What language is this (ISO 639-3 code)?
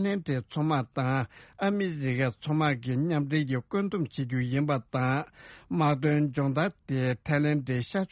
bod